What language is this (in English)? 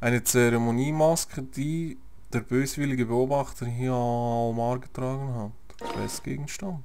Swiss German